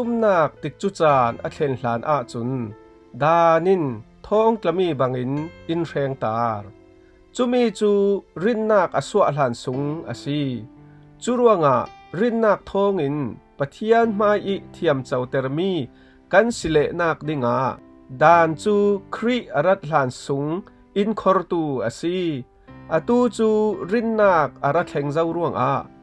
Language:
Falam Chin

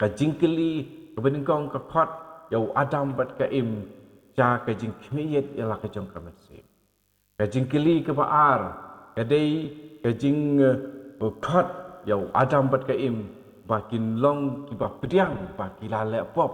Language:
Khasi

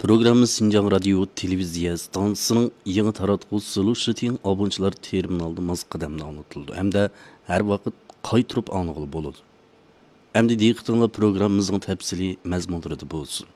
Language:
Uyghur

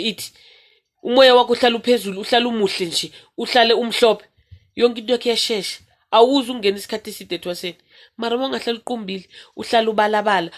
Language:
Zulu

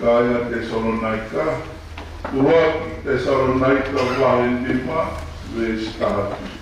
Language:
Tongan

